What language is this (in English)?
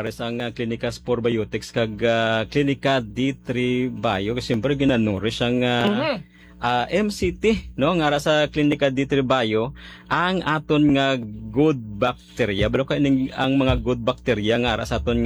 Hiligaynon